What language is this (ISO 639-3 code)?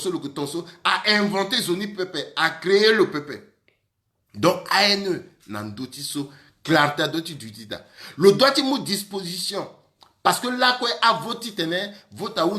sag